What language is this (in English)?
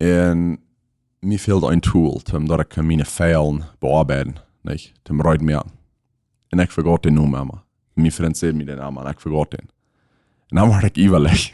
Plautdietsch